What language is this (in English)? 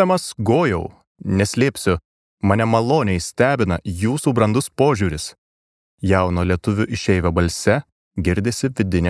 Lithuanian